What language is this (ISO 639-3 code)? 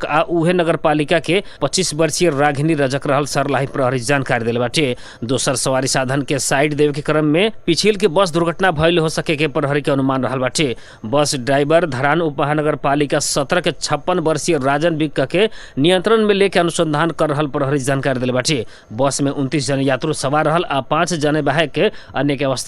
bho